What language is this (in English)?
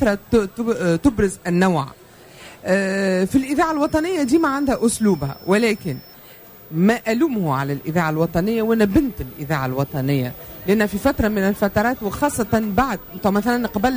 Tunisian Arabic